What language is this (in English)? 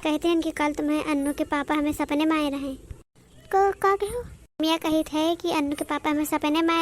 Awadhi